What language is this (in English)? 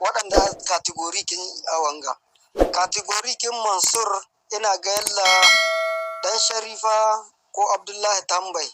Hausa